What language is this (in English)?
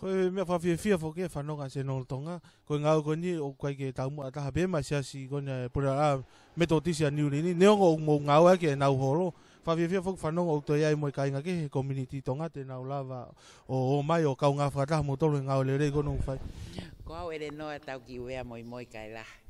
Tongan